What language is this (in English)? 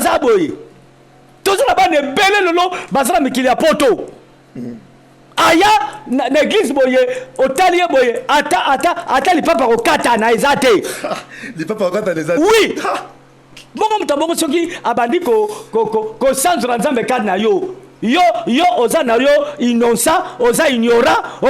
Lingala